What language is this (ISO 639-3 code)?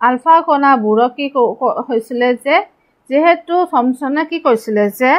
asm